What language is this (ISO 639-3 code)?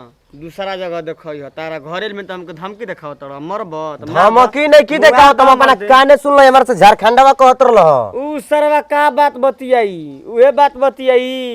bho